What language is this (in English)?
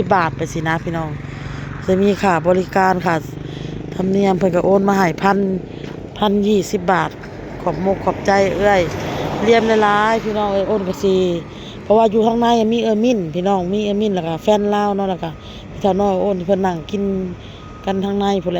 Northeastern Thai